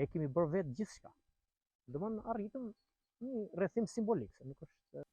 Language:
Albanian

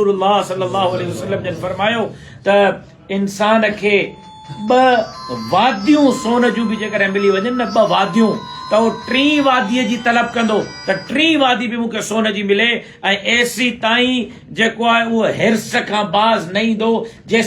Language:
Sindhi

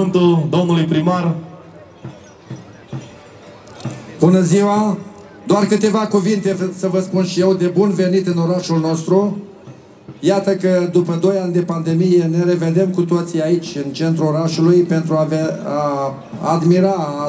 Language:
Romanian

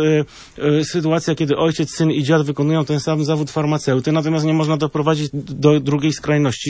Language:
Polish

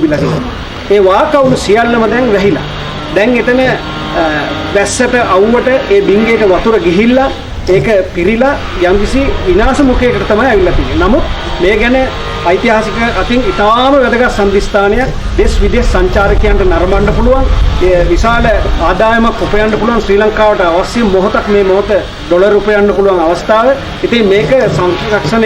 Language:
Sinhala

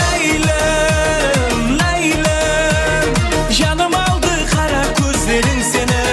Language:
Kara-Kalpak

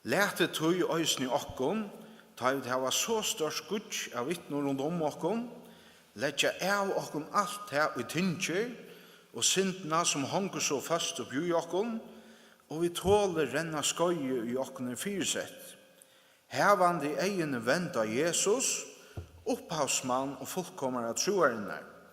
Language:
Faroese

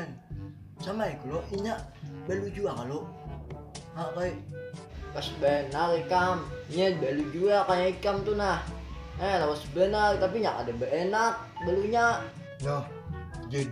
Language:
Banjar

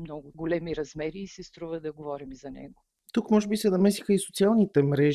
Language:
Bulgarian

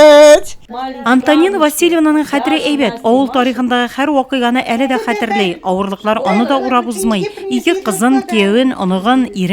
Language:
Tatar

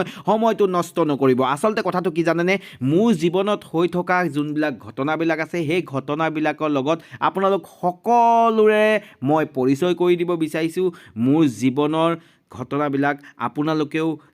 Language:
Assamese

